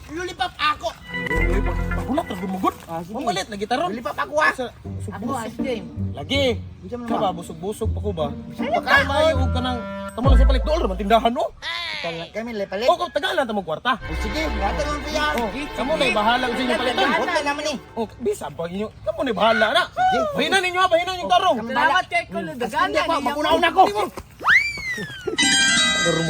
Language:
Cebuano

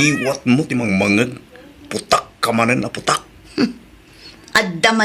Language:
Iloko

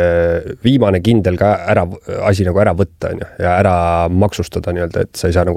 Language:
Estonian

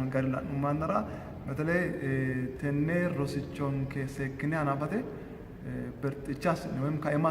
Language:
Sidamo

